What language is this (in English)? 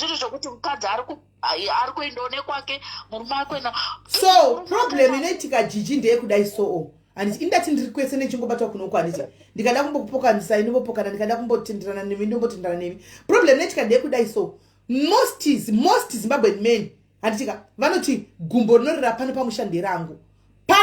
Shona